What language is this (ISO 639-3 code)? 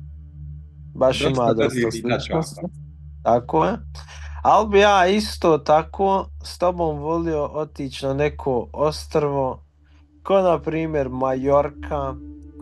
bos